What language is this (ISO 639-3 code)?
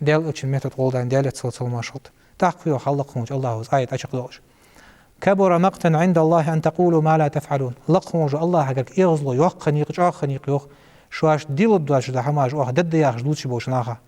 inh